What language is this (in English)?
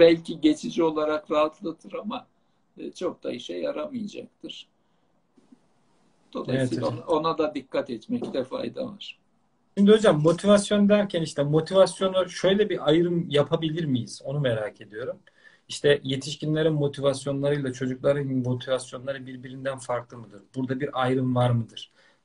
Turkish